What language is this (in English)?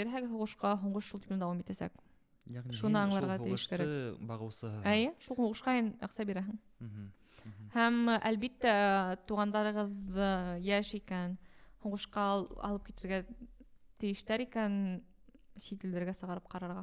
Bashkir